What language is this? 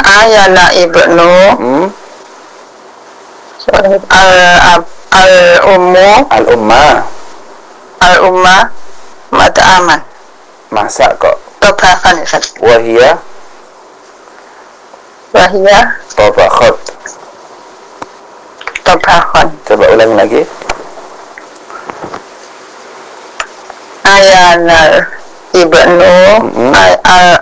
Indonesian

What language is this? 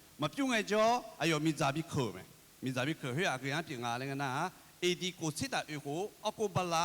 Akha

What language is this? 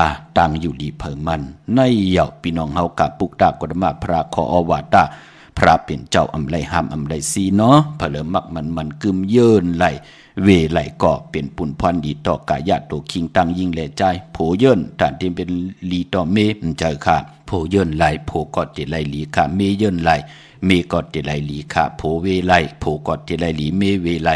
Shan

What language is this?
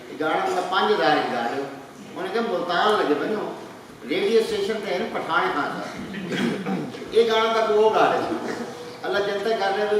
Saraiki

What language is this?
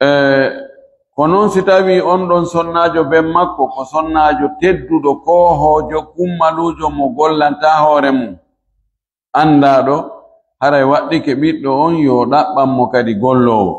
Fula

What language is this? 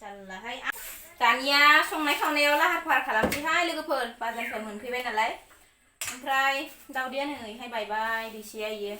Bodo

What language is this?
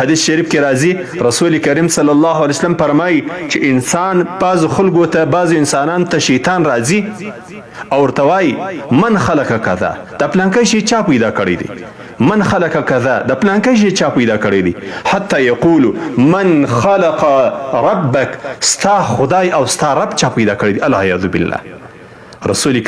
Pashto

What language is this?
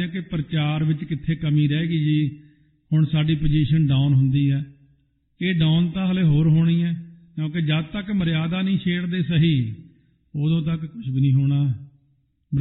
Punjabi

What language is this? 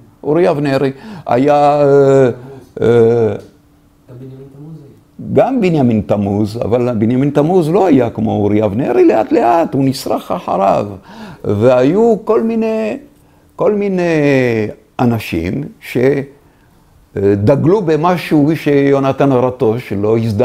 Hebrew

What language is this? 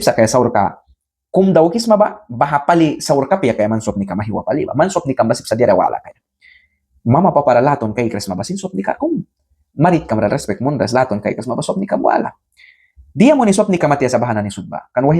Mískito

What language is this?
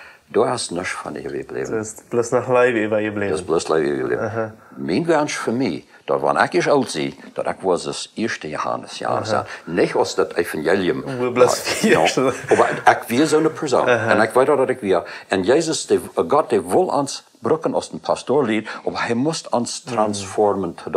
Plautdietsch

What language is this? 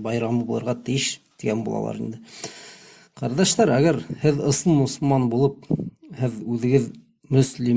Bashkir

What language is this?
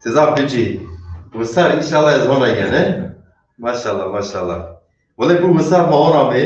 Zaza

